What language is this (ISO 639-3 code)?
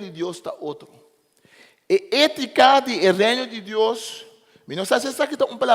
pap